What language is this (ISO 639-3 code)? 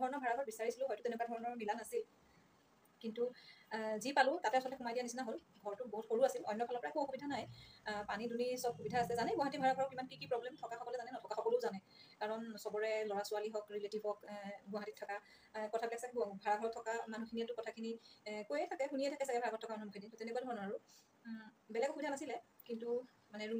asm